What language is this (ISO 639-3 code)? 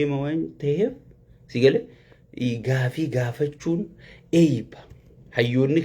orm